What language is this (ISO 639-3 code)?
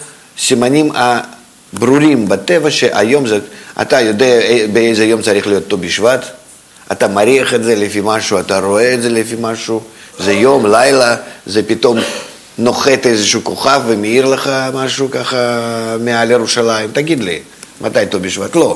heb